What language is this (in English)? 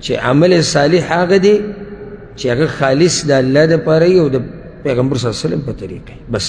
Pashto